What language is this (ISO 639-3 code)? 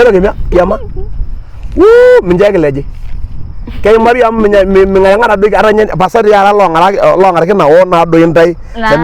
mas